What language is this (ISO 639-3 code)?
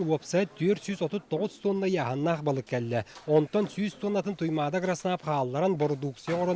sah